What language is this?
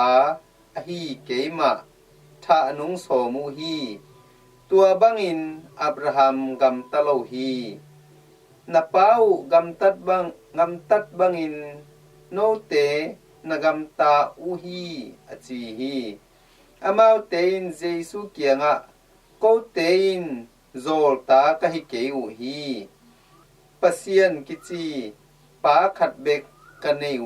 Tedim Chin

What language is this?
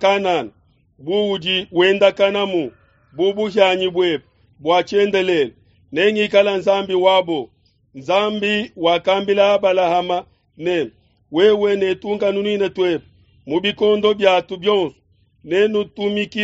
Luba-Lulua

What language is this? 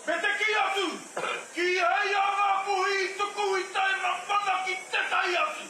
Māori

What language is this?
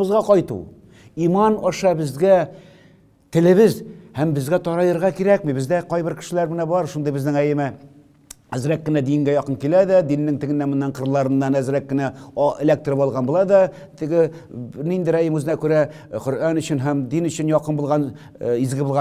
Tatar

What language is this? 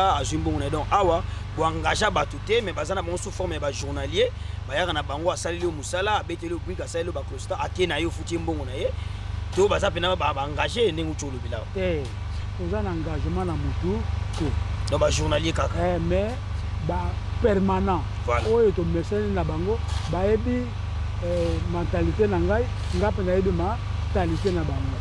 Lingala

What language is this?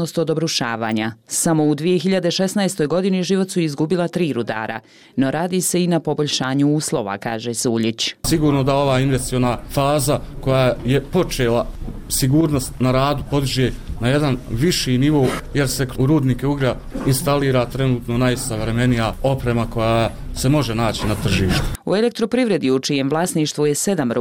Bosnian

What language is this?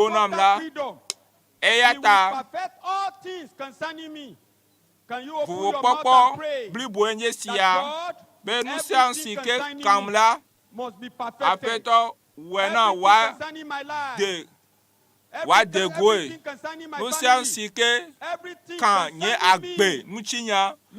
Ewe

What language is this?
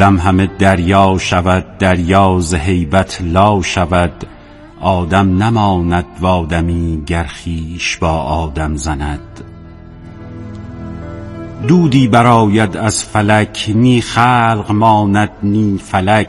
Persian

